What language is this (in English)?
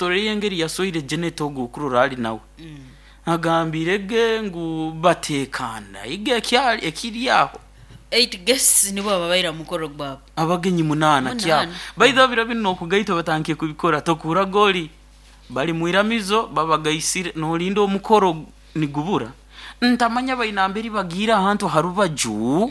Nyoro